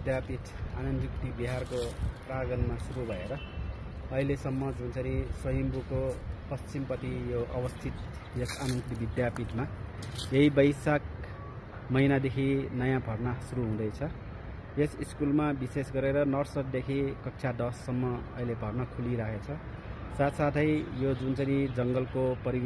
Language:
Nepali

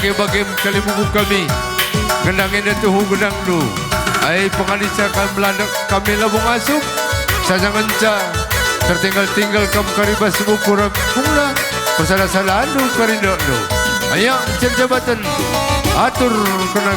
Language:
Batak Karo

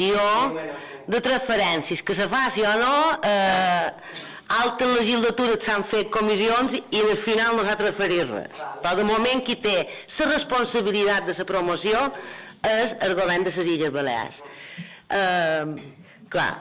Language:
Catalan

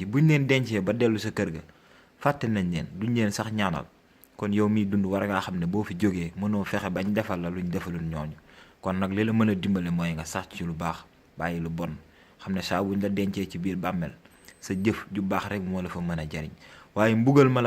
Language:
Wolof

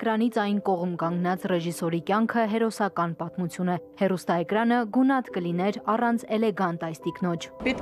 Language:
Armenian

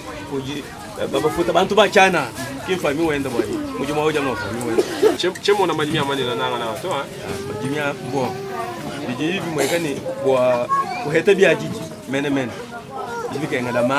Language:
Luba-Lulua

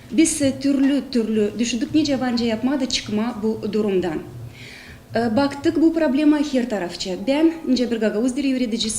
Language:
Gagauz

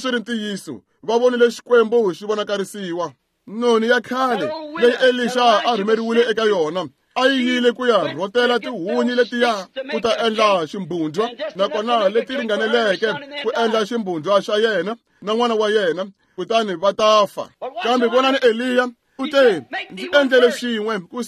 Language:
Tsonga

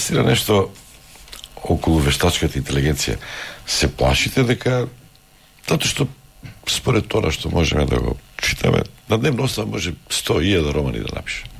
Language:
Macedonian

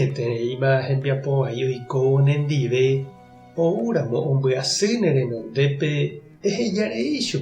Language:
Guarani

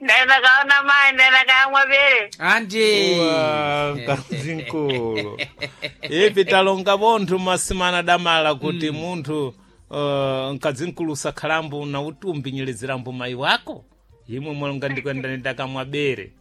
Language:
Sena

